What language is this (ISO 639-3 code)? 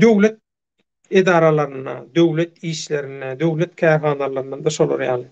tuk